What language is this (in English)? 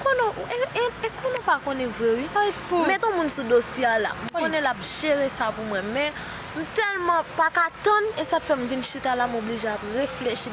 Haitian Creole